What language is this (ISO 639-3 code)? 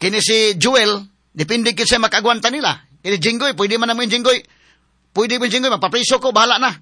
ceb